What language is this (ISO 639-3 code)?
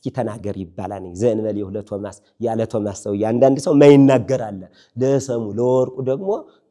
amh